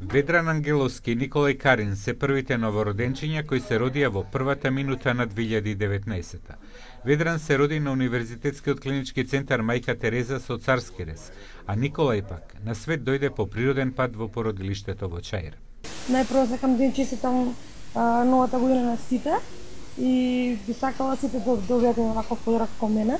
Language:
Macedonian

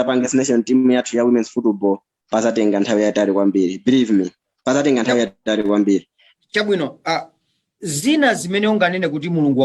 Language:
Nyanja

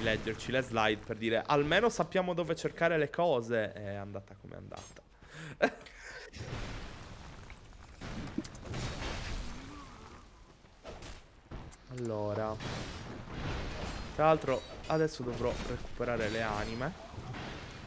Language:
Italian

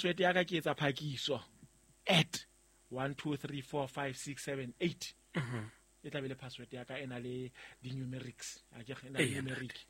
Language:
Southern Sotho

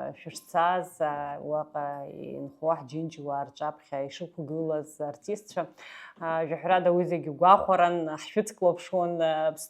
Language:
Abkhazian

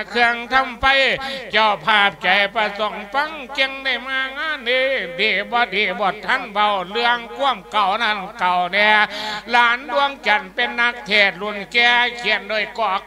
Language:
Lao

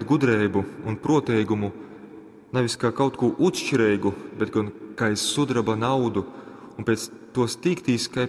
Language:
Latgalian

